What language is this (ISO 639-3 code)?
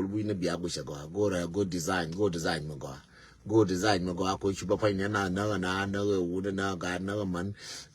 nus